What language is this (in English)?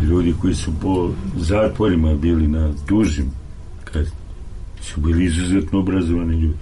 Serbian